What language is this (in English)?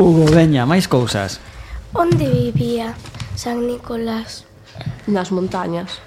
Galician